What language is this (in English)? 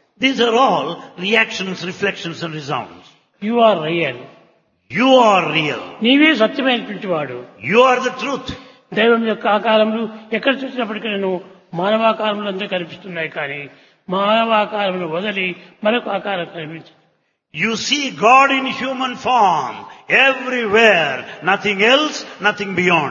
Telugu